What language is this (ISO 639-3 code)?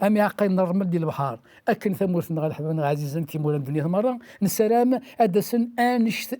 kab